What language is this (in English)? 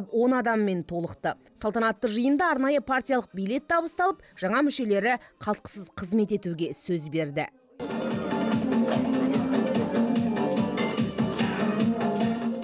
Kazakh